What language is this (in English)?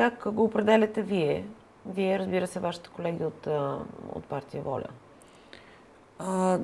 Bulgarian